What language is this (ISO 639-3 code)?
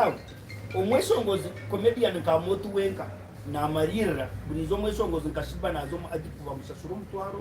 nyn